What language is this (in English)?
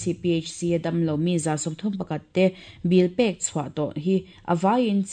Mizo